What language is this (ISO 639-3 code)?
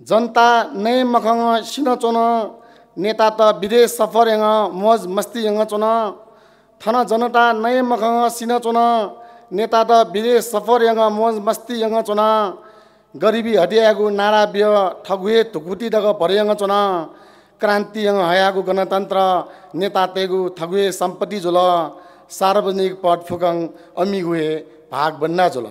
new